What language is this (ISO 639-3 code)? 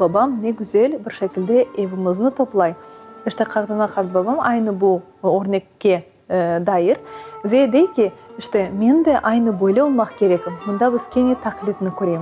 crh